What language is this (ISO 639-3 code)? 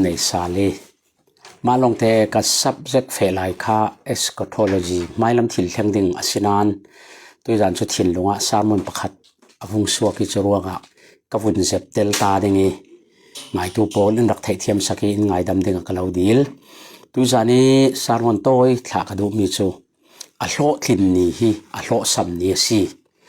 cfm